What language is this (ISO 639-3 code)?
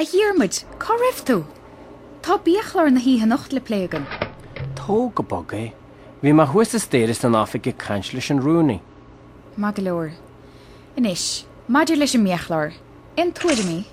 gle